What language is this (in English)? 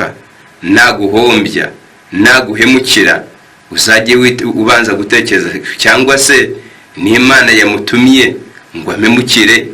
Kinyarwanda